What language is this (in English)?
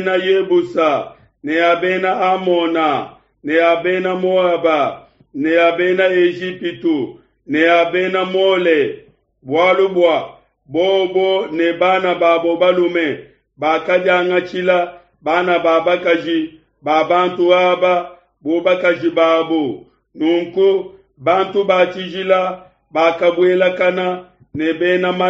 Luba-Lulua